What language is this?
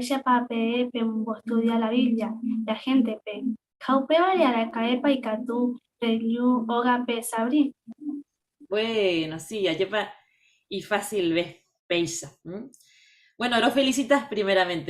Guarani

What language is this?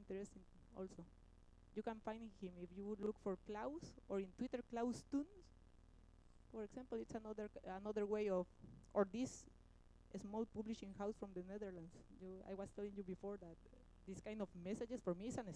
English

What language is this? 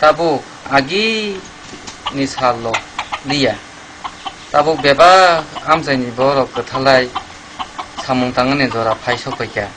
Kok Borok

